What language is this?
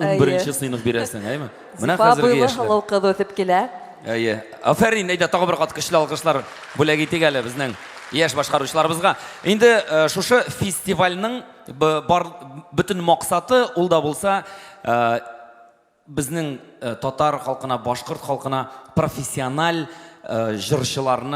Tatar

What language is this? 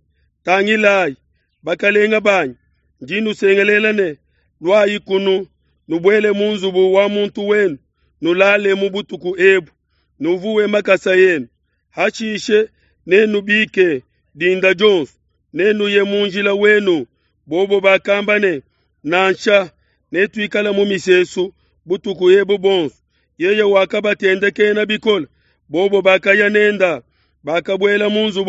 Luba-Lulua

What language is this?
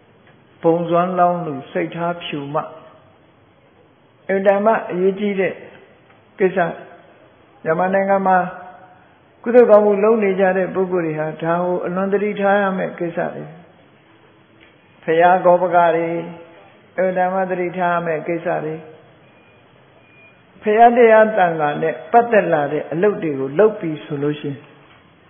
Burmese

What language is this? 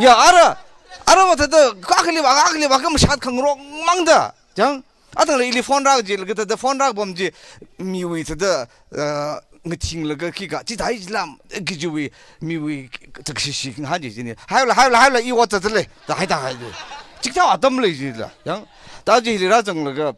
Tangkhul Naga (India)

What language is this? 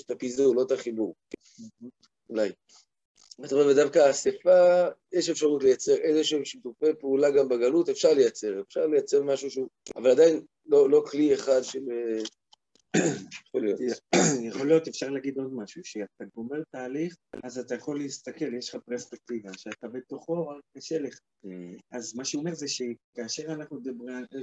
Hebrew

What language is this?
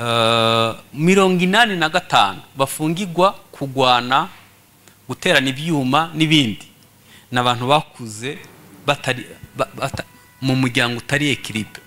Kinyarwanda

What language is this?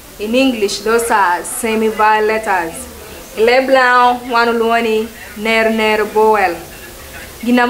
Lango (Uganda)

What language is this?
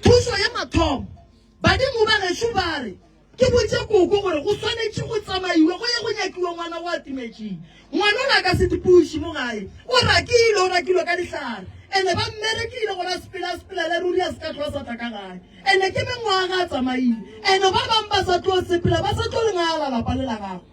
Northern Sotho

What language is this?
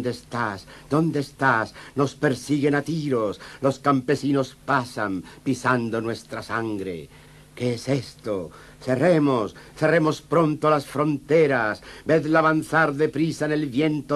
Spanish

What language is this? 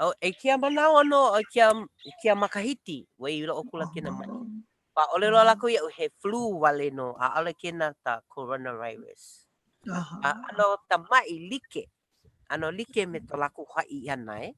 Hawaiian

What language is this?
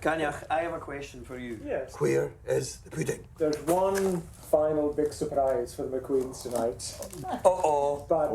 Scottish Gaelic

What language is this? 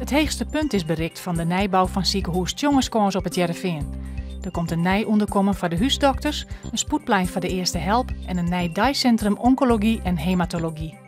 Western Frisian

